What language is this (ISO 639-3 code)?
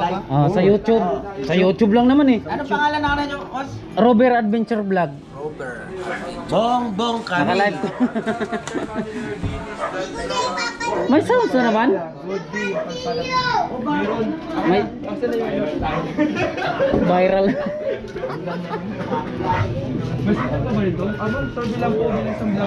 fil